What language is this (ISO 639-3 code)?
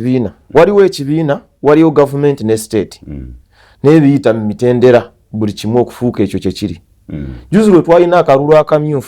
lug